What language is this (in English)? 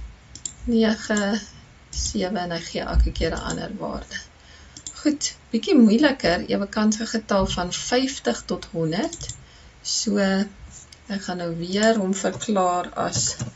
Afrikaans